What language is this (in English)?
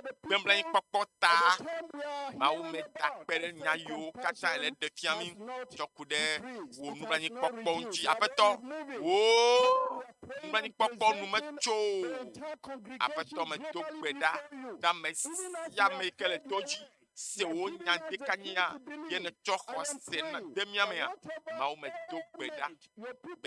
Ewe